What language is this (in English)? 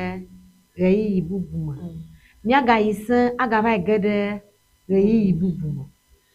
Ewe